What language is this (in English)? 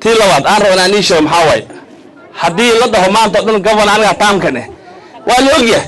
Somali